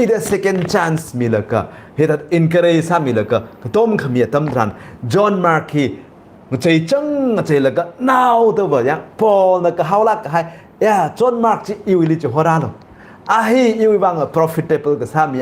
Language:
Tangkhul Naga (India)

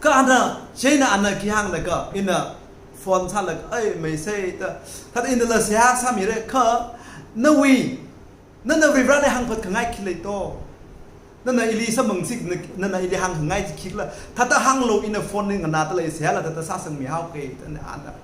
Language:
Tangkhul Naga (India)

